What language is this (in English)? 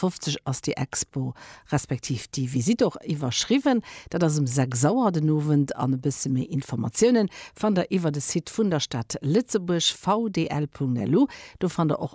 Luxembourgish